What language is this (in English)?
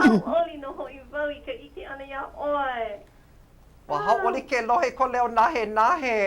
Hawaiian